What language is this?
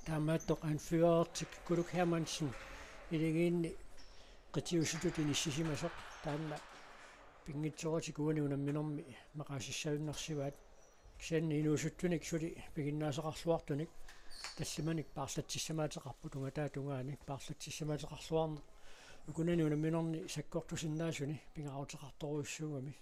Kalaallisut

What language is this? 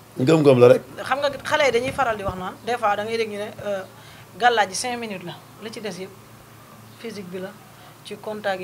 Wolof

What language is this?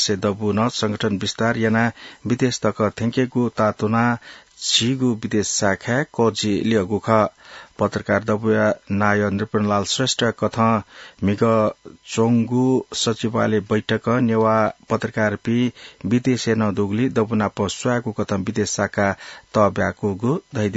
Newari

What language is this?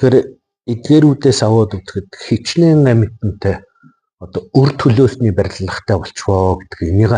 Mongolian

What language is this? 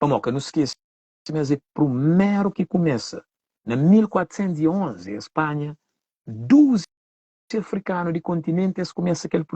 Kabuverdianu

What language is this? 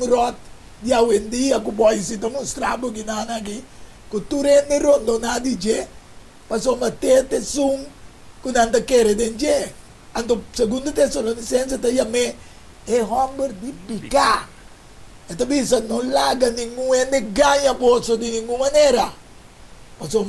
Papiamento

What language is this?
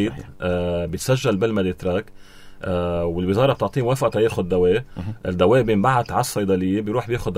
North Levantine Arabic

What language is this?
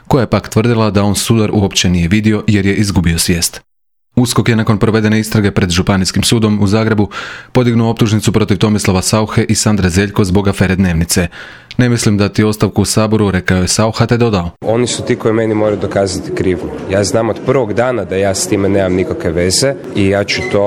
Croatian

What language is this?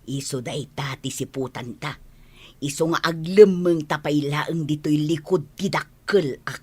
Iloko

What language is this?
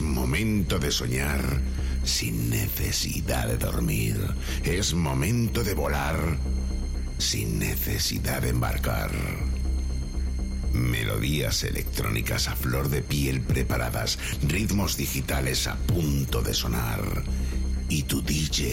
Spanish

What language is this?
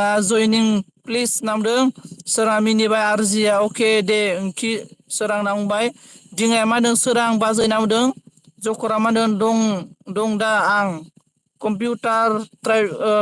Bodo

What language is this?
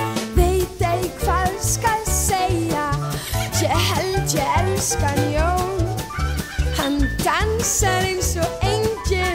Icelandic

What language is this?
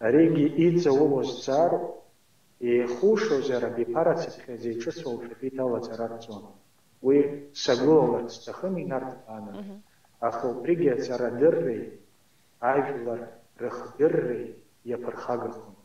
Abkhazian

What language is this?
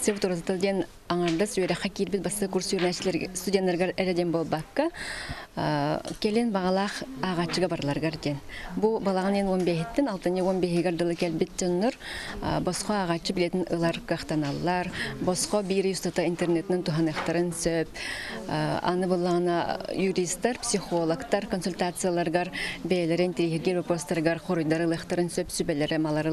Yakut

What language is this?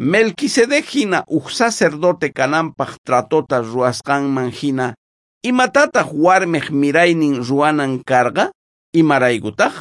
South Bolivian Quechua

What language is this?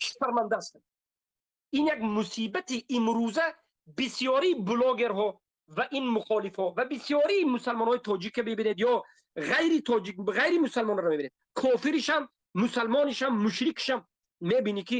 Tajik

